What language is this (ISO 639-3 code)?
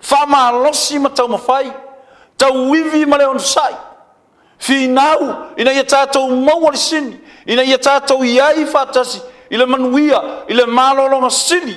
smo